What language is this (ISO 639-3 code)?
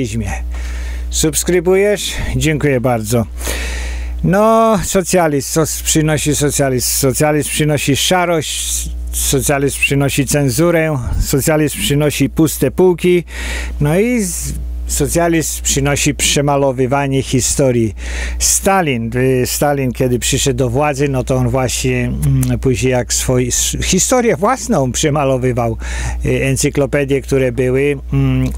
pol